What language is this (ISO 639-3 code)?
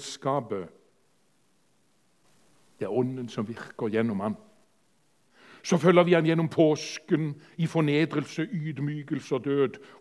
nor